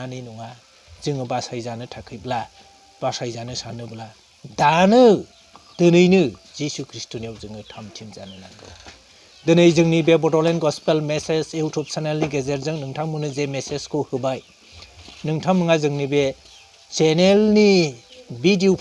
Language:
Bodo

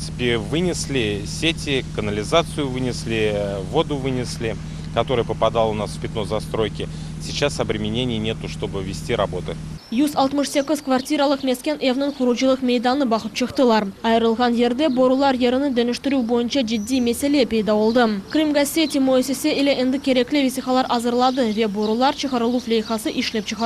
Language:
Crimean Tatar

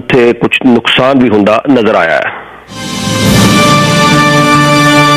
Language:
Punjabi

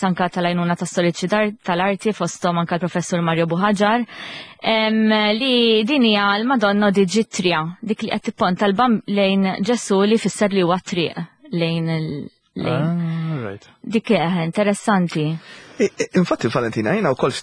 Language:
Maltese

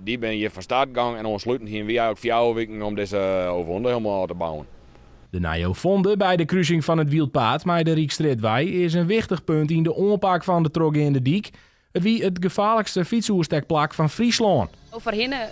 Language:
Western Frisian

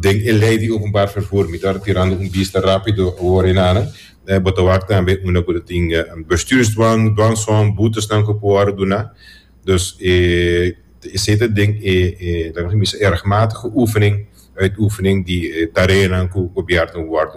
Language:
Papiamento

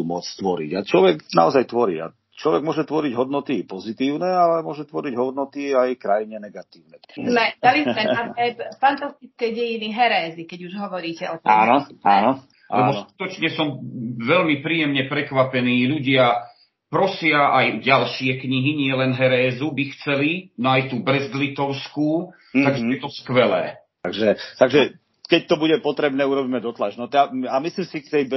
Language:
Slovak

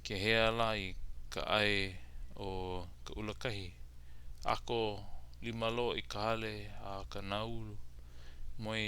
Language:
Hawaiian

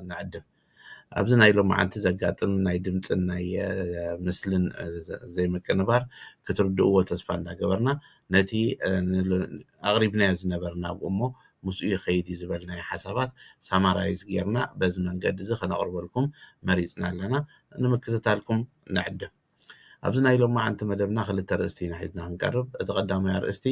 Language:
Tigrinya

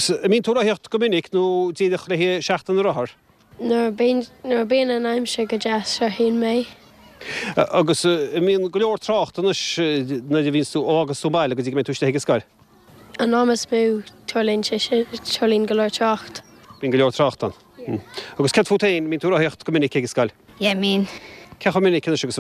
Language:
Irish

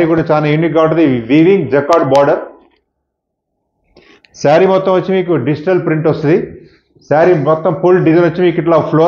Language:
Telugu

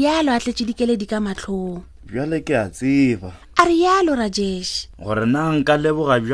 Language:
Northern Sotho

